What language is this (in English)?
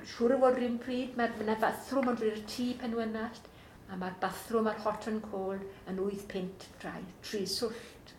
Welsh